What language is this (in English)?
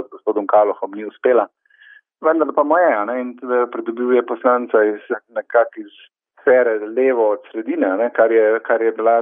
Slovenian